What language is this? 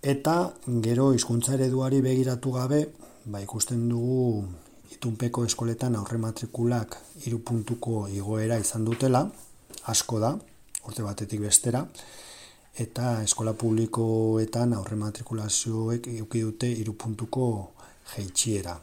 Basque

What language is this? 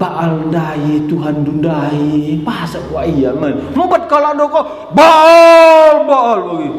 Batak Karo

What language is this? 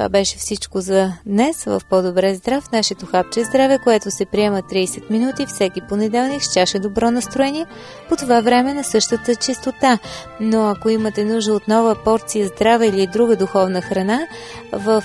Bulgarian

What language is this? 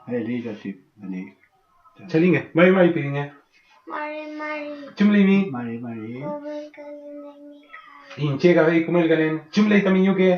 Mapuche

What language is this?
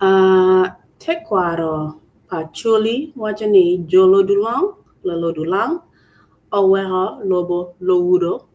Acoli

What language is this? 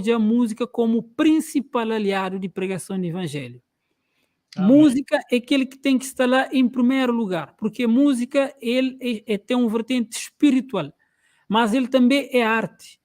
Kabuverdianu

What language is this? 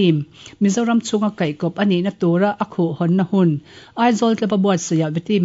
Mizo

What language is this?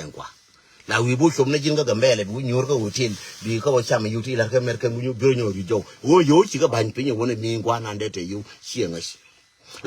Nuer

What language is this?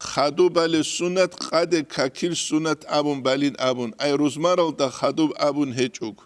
Avaric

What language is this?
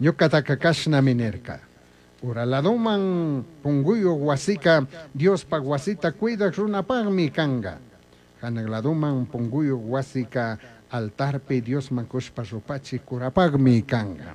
Chimborazo Highland Quichua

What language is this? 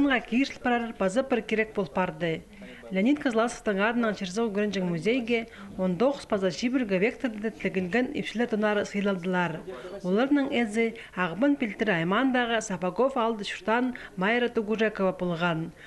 Khakas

